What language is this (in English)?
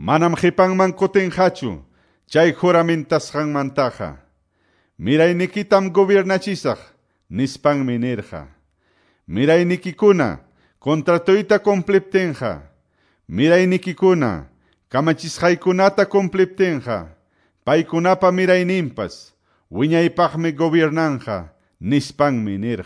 Quechua